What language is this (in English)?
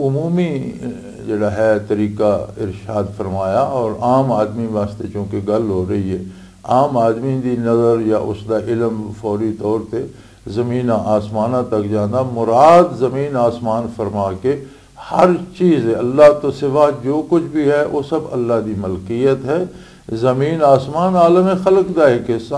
Western Panjabi